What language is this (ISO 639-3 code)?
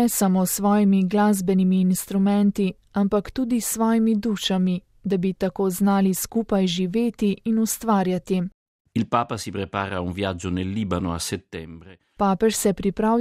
slv